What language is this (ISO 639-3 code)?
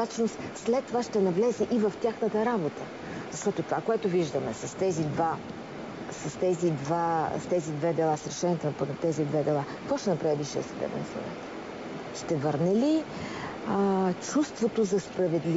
bul